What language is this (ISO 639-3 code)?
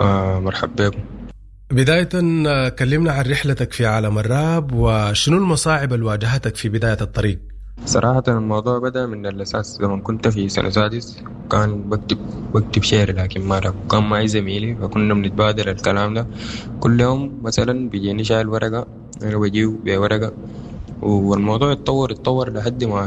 apd